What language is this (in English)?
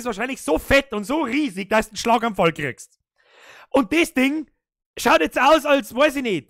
Bavarian